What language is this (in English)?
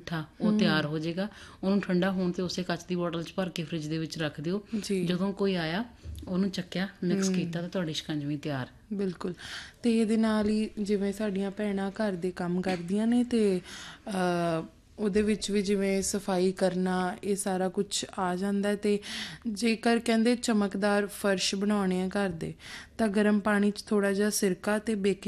Punjabi